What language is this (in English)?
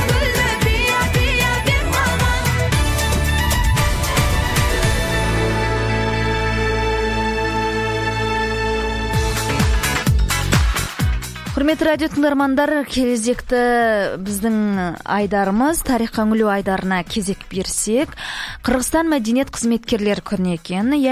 Kazakh